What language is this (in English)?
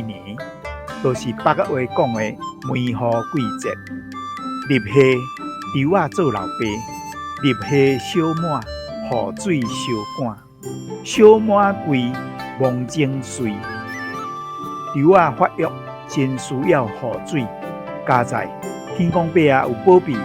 Min Nan Chinese